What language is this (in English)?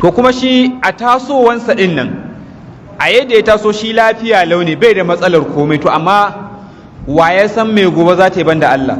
Hausa